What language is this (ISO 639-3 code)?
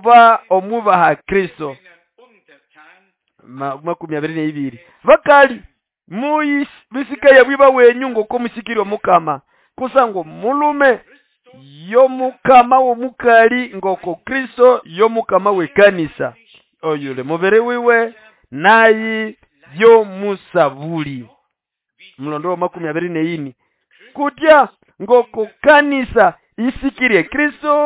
nnb